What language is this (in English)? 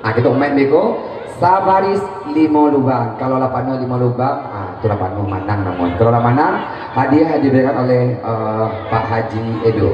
Minangkabau